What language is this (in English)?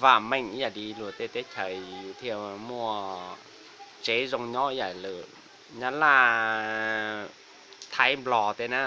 Hmong